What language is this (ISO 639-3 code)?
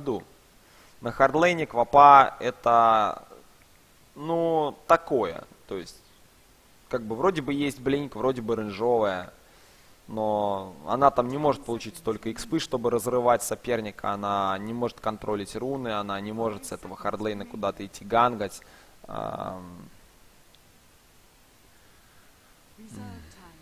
rus